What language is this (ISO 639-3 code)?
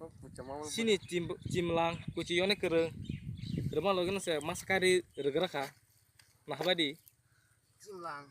trp